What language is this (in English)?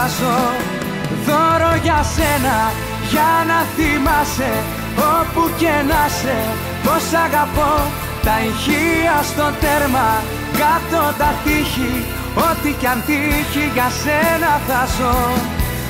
Greek